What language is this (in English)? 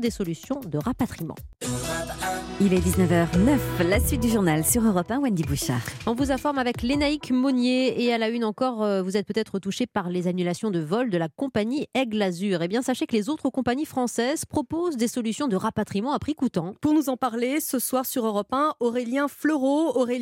French